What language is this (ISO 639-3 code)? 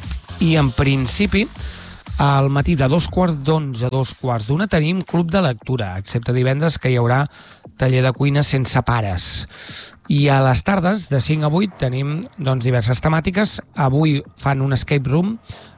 cat